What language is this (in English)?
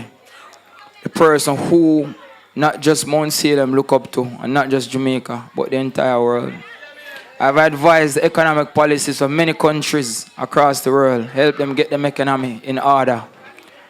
Jamaican Creole English